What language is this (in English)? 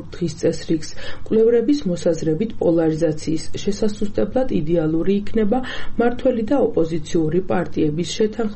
Georgian